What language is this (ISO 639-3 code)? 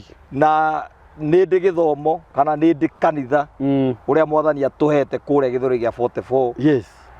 kik